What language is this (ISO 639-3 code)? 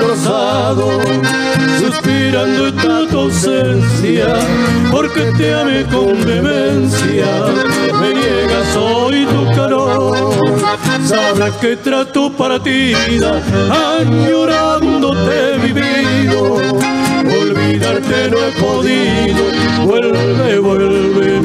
spa